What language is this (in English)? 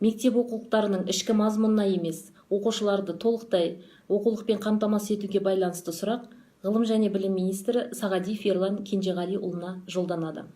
Kazakh